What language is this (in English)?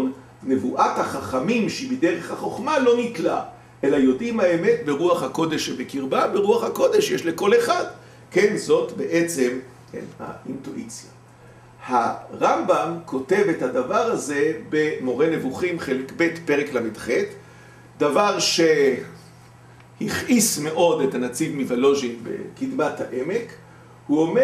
Hebrew